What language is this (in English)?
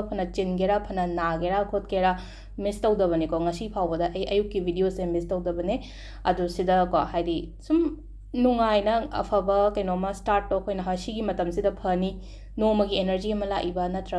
Manipuri